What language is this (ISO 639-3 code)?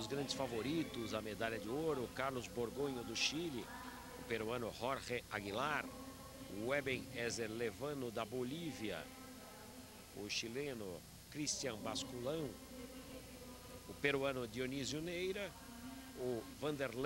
por